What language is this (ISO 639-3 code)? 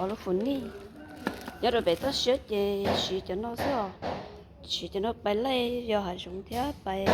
hmn